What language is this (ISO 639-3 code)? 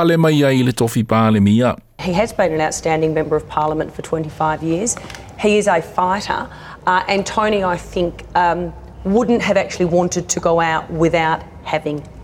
smo